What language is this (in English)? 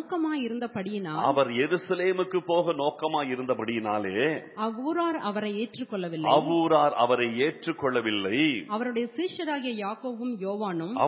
Tamil